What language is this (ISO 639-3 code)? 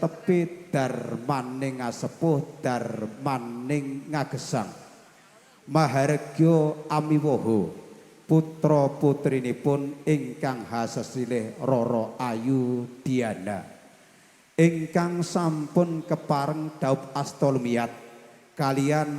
jav